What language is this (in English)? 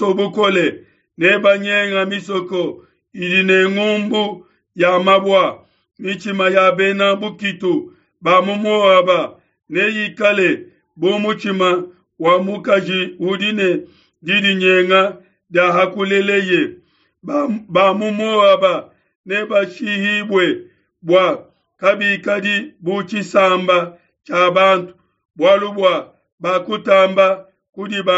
Luba-Lulua